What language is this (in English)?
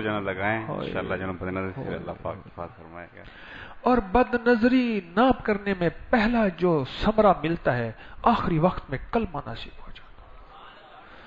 Urdu